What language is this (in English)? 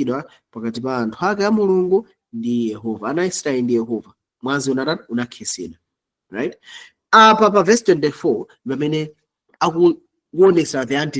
Nyanja